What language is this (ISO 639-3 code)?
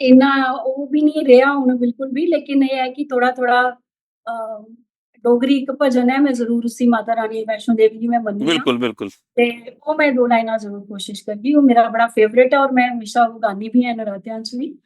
doi